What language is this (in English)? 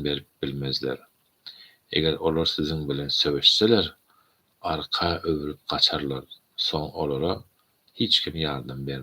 Turkmen